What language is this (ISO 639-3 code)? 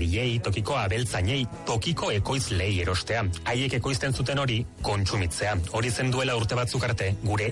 eus